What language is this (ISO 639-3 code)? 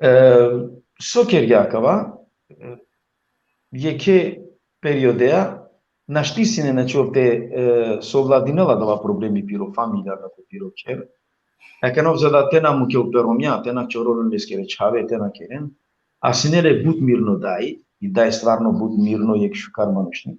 rmn